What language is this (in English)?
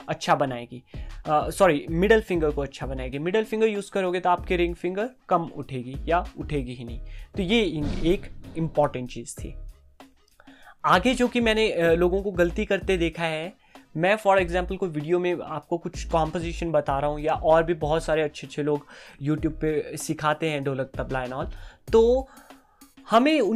Hindi